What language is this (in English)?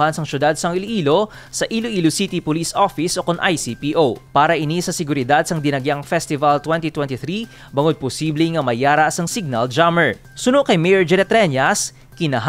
Hiligaynon